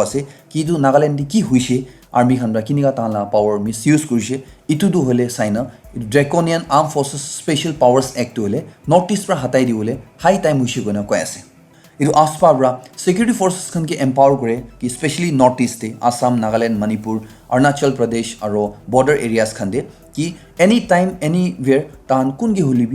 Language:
Naga Pidgin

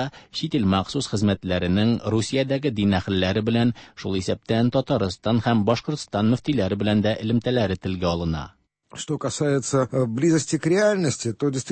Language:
Tatar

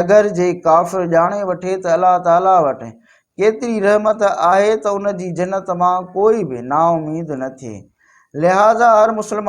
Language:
Sindhi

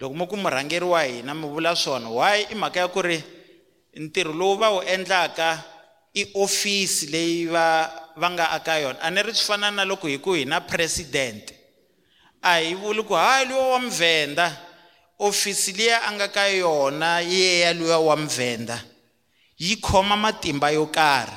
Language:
Tsonga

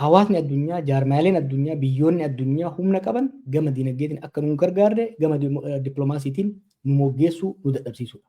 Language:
Oromo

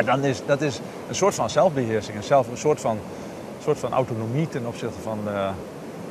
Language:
Western Frisian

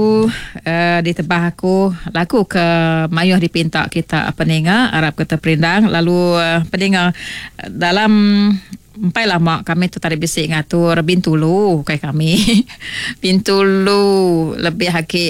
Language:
Iban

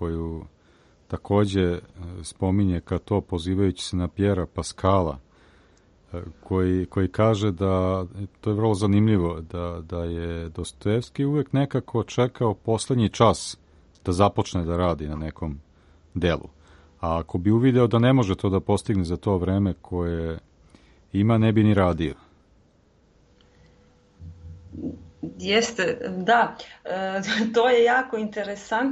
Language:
Serbian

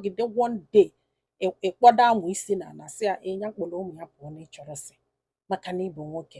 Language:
Igbo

